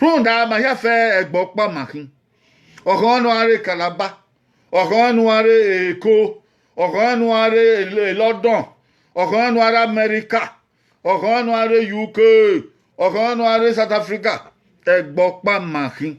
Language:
Bini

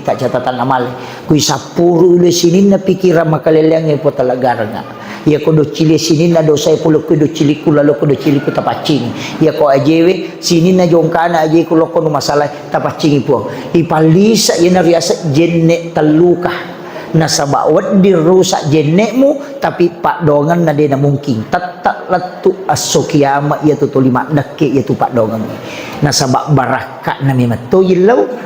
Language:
Buginese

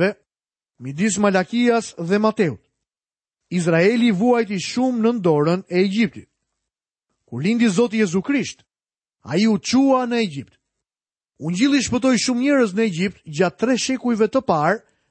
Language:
Albanian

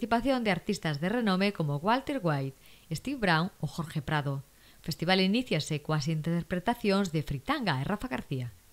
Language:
Galician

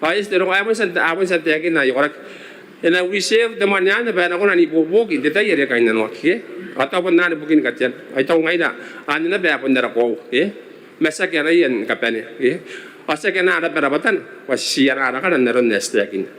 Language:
Gilbertese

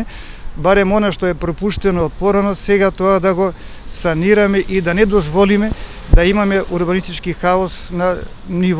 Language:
Macedonian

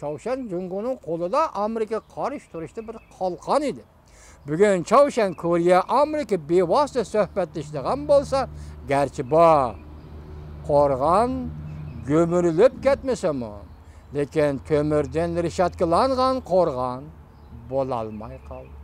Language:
Uyghur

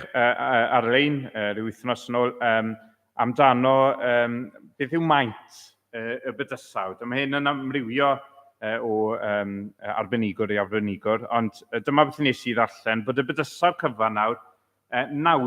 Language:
Welsh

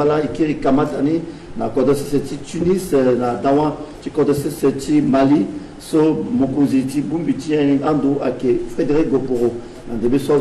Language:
Sango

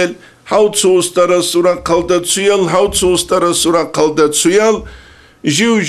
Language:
Avaric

